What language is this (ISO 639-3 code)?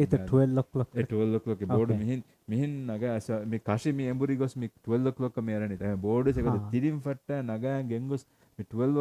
div